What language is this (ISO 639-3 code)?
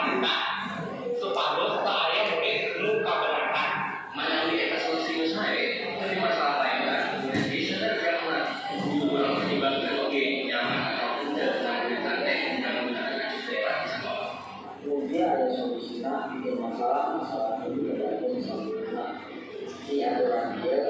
sun